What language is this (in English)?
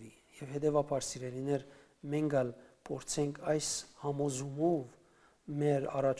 Western Armenian